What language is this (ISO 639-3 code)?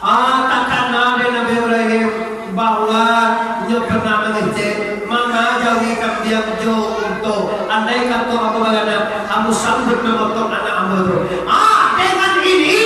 min